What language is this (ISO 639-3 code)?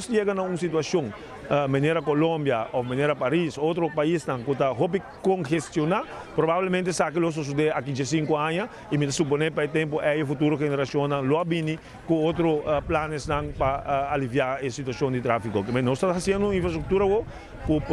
pap